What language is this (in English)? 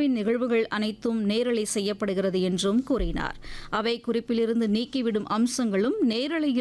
Tamil